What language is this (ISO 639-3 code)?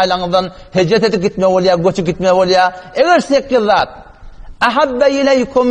tuk